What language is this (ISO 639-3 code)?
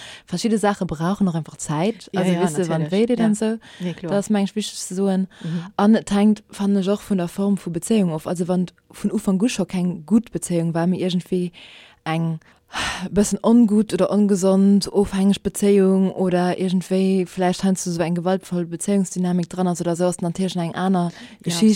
ltz